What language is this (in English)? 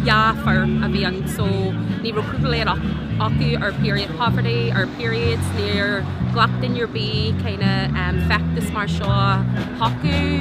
Irish